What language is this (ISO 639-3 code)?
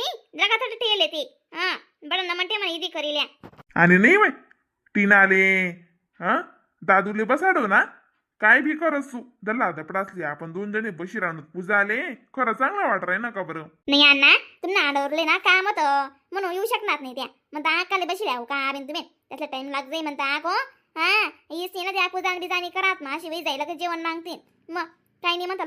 khn